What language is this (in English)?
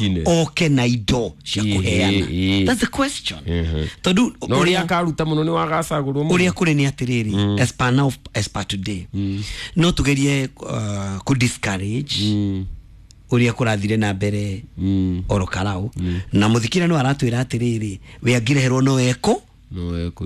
Kikuyu